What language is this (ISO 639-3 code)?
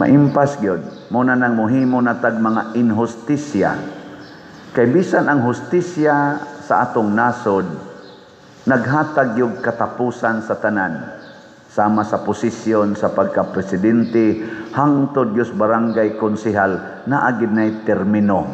ceb